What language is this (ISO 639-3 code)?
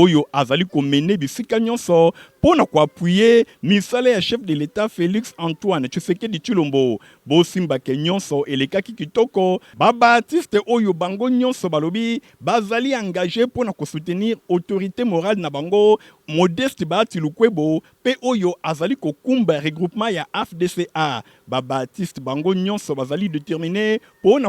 lin